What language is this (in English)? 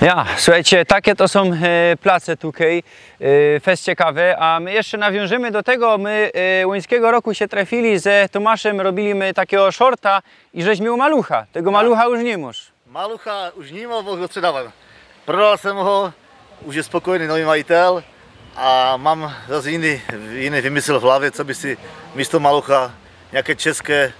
Silesian